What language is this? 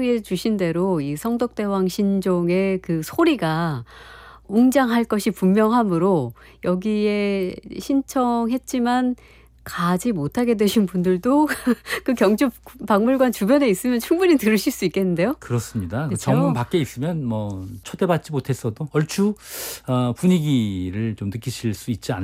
Korean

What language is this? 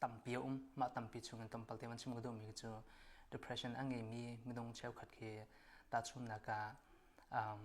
Hakha Chin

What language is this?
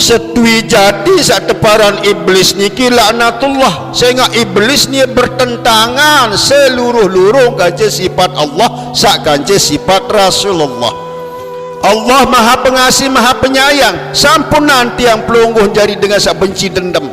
Sasak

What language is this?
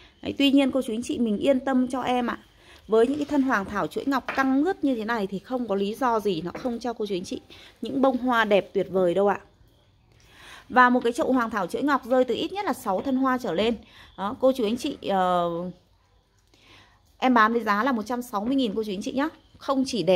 Vietnamese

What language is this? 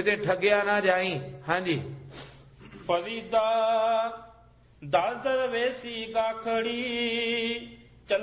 Punjabi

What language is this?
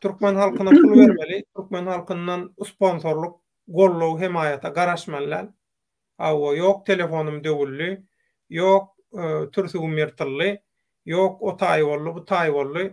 Turkmen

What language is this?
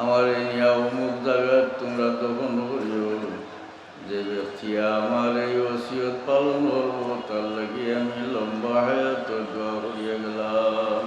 Sylheti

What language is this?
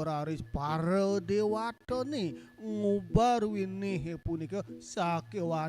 Balinese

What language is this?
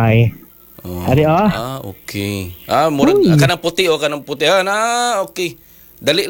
Cebuano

